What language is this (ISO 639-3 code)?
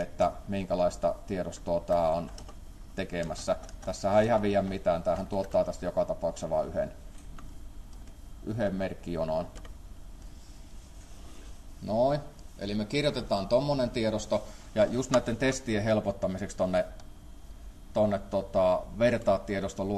fin